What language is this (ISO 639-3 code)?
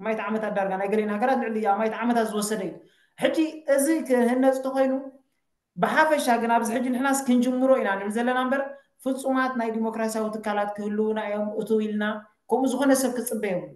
tir